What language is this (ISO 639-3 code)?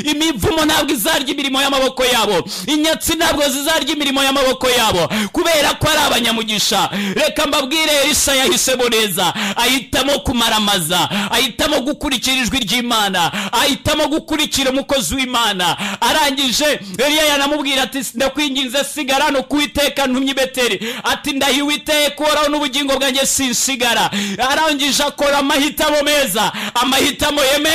kin